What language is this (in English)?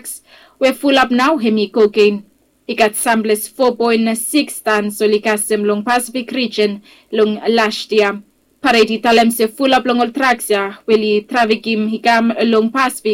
Bislama